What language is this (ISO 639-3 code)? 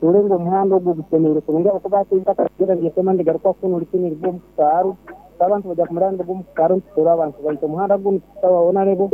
nyo